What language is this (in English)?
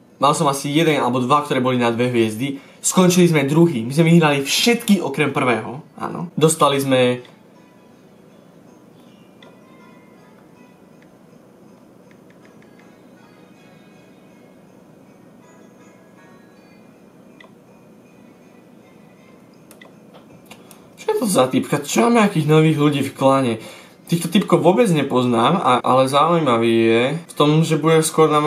Slovak